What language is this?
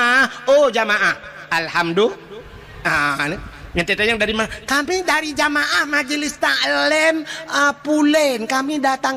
Achinese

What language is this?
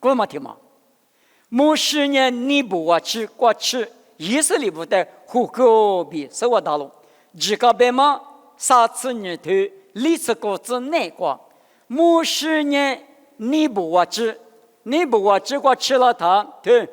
Lisu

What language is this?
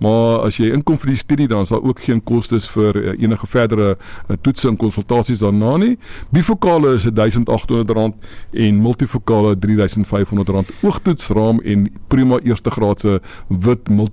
Afrikaans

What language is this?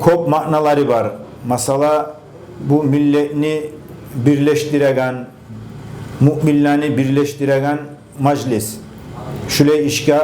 Kumyk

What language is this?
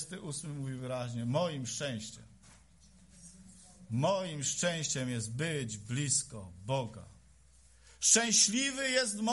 Polish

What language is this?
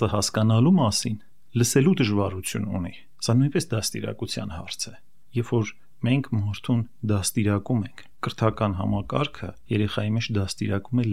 Armenian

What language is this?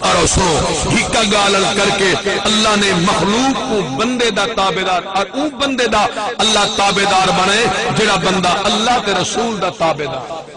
Saraiki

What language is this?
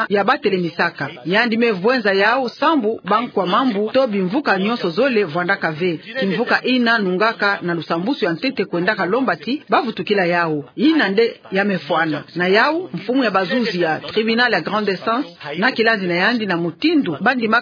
Kituba (Democratic Republic of Congo)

